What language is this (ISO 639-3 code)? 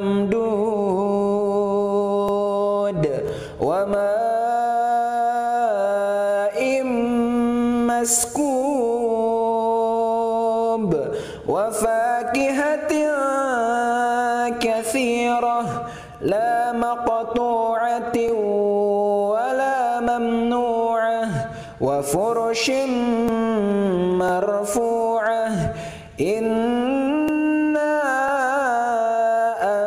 ara